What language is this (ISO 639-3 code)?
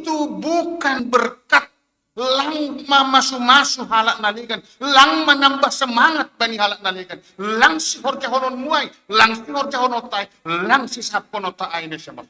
bts